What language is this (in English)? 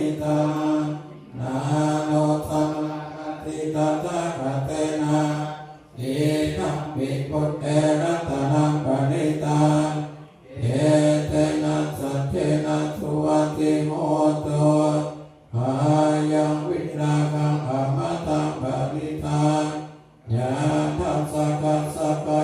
Pali